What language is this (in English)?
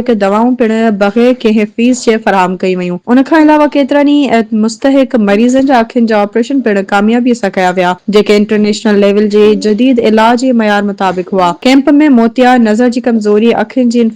Sindhi